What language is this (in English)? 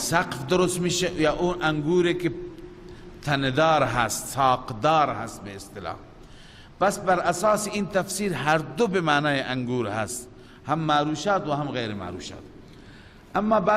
Persian